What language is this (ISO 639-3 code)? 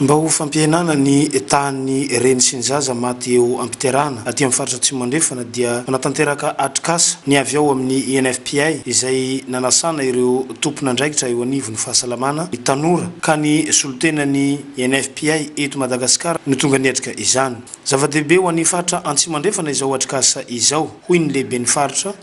mlg